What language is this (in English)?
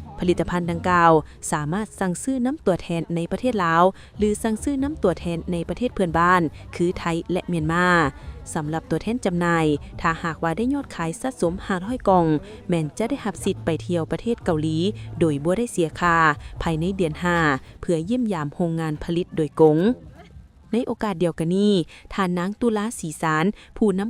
Lao